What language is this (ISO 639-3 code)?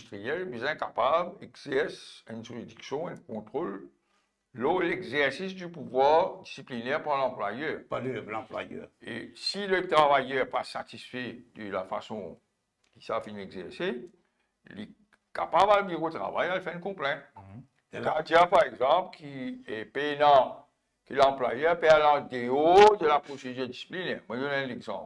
mfe